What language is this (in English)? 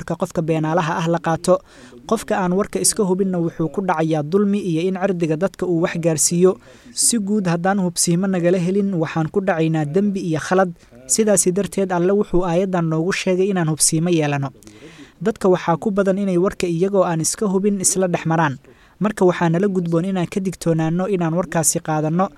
Somali